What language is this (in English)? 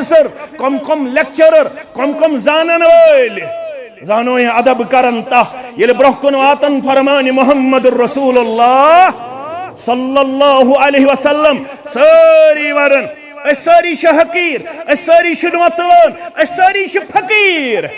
Kashmiri